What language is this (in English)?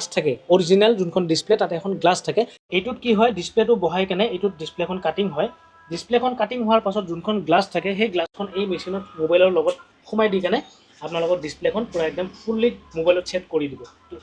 Assamese